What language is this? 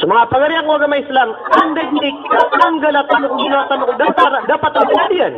Maranao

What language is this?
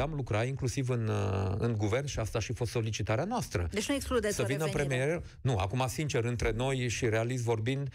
Romanian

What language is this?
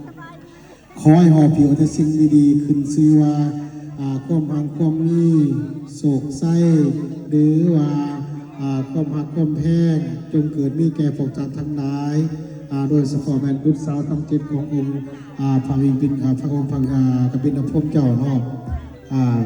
Lao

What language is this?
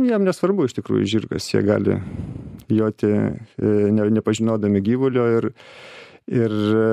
Lithuanian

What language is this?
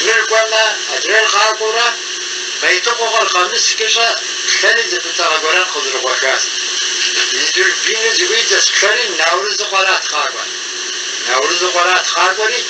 Kabardian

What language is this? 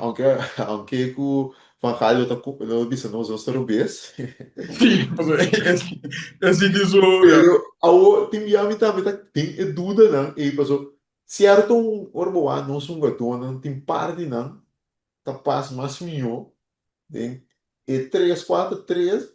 Papiamento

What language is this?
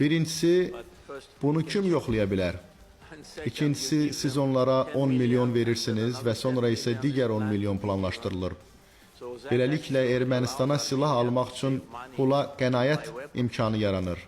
Azerbaijani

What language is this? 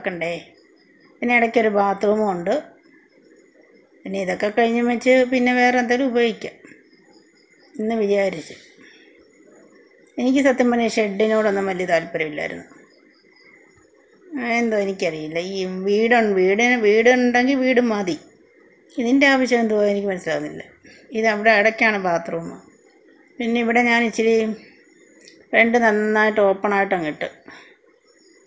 Malayalam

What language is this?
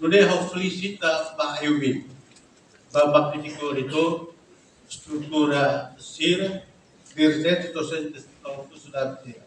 Tetum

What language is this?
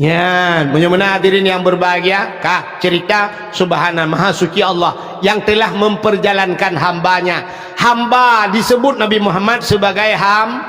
Achinese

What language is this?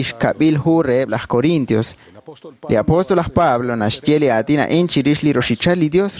Kekchí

